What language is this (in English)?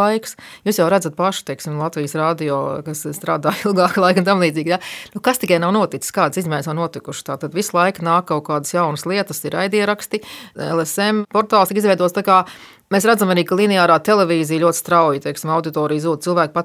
Latvian